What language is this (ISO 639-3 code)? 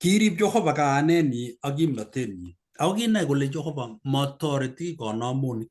kln